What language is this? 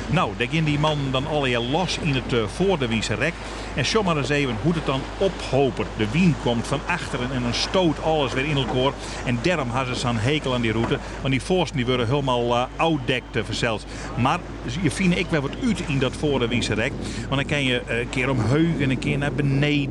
Western Frisian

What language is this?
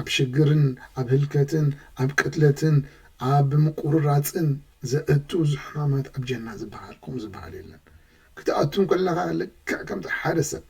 Tigrinya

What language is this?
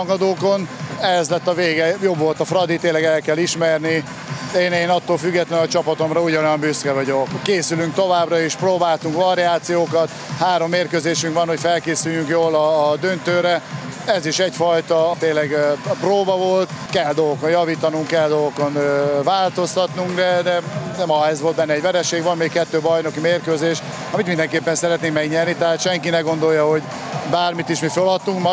Hungarian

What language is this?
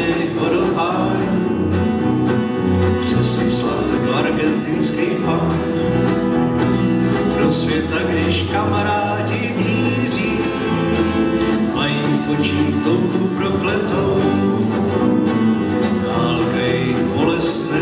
Czech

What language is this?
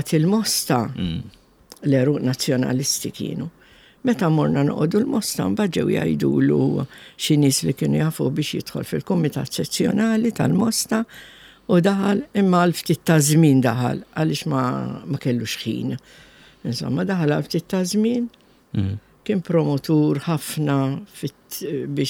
Maltese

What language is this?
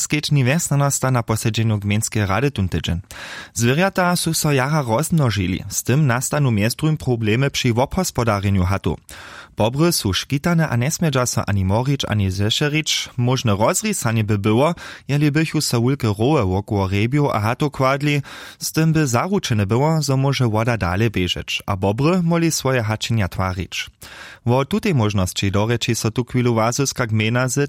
Upper Sorbian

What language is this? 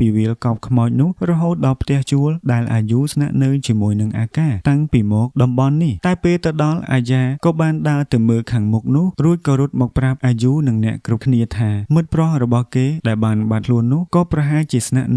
Khmer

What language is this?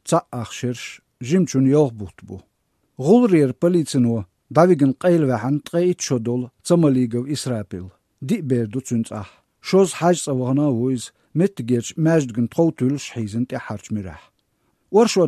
Chechen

